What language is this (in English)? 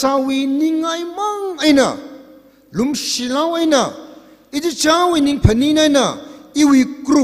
Tangkhul Naga (India)